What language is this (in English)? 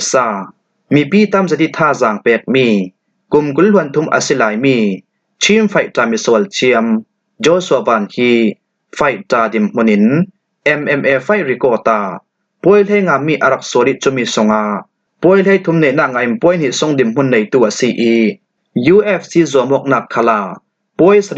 Falam Chin